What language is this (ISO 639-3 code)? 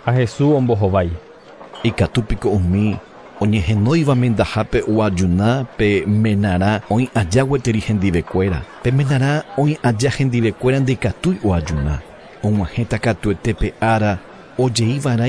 grn